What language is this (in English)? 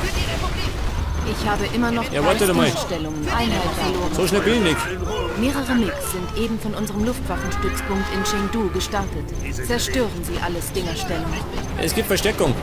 Bavarian